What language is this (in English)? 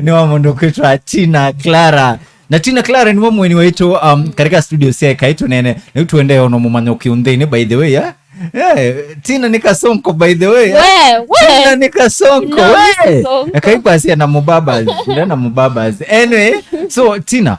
Kamba